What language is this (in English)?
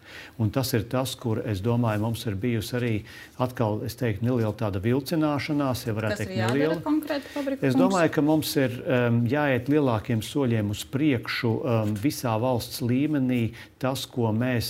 Latvian